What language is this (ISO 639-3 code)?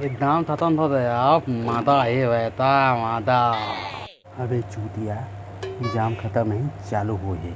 hne